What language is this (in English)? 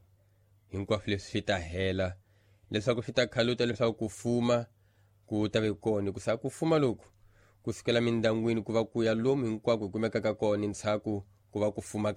Tsonga